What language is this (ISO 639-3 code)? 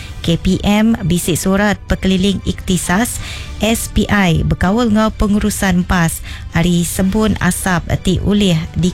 iba